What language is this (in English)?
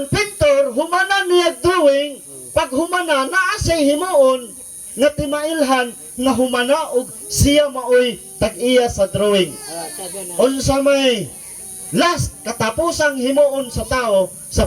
Cebuano